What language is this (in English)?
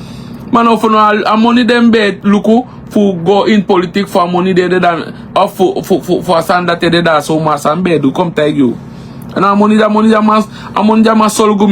Sranan Tongo